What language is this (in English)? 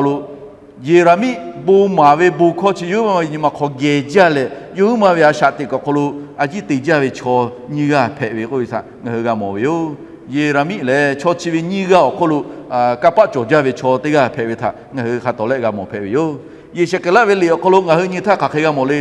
Lahu